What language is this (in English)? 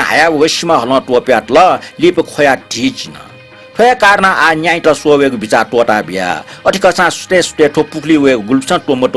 Newari